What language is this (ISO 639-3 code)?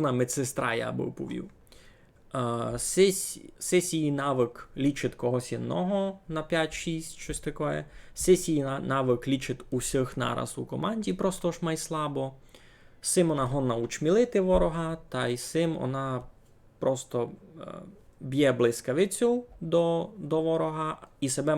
rue